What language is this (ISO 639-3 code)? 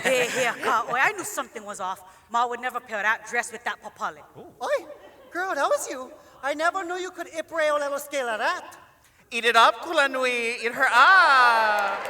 haw